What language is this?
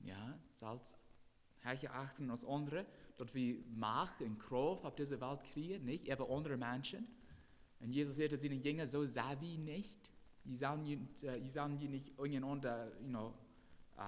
Plautdietsch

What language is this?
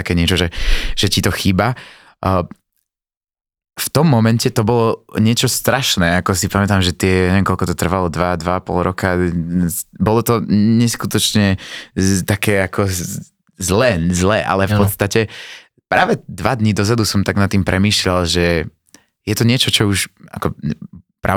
Slovak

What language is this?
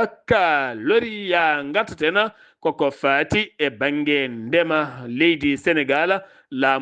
Fula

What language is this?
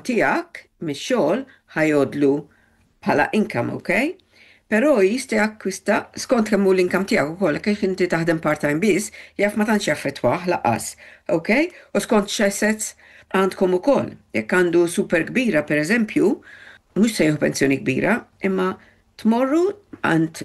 Maltese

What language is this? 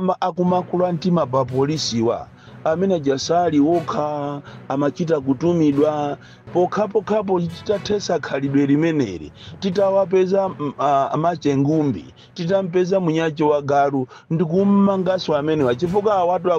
Nyanja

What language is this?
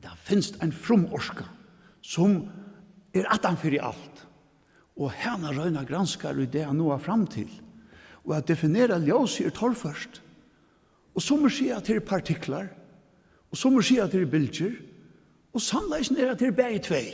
Faroese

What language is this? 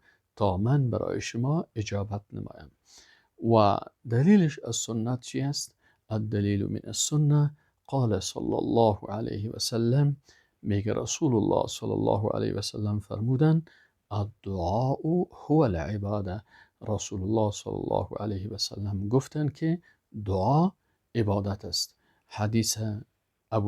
Persian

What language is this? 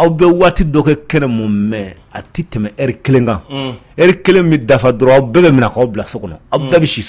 Bambara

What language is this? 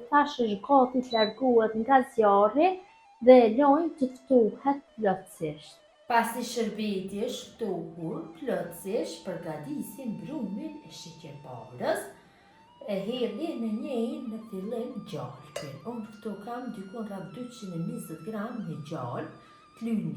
Albanian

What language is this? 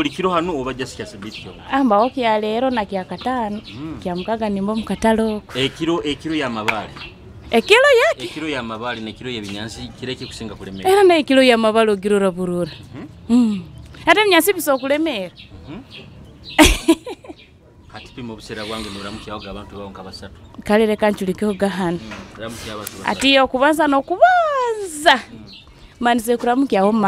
Nyoro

